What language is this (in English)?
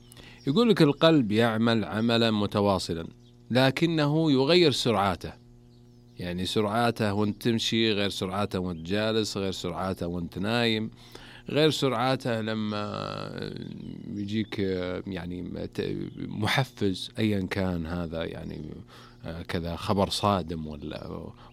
Najdi Arabic